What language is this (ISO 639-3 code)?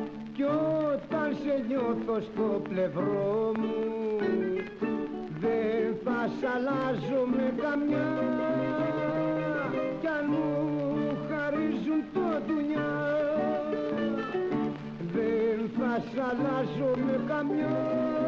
ell